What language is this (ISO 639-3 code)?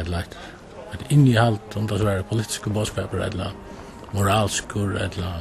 fao